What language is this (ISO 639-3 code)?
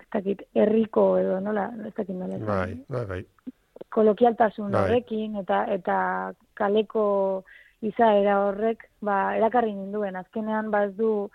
eus